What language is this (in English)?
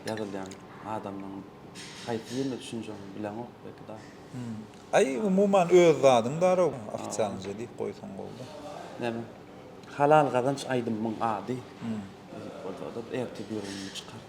Turkmen